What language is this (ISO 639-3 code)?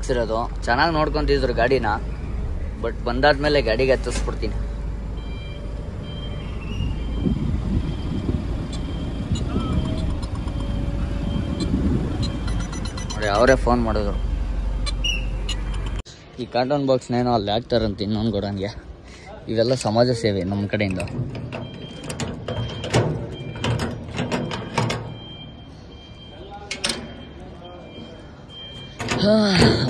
kan